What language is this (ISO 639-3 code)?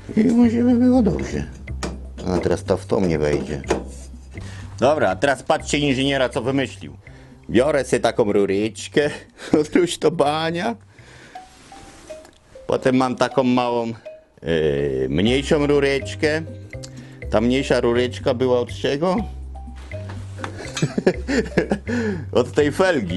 pol